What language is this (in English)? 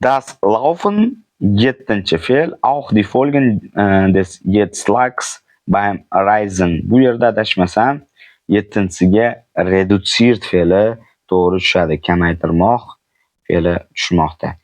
Uzbek